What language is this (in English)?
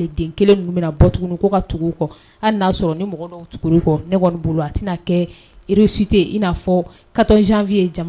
Bambara